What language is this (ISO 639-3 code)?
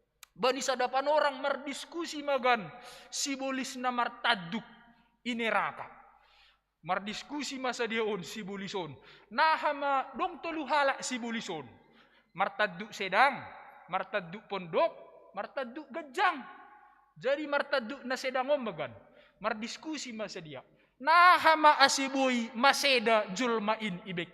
bts